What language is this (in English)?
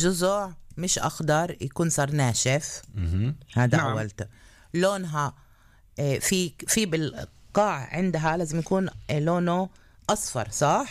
North Levantine Arabic